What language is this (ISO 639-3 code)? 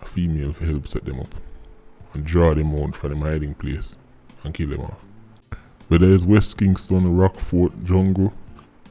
jam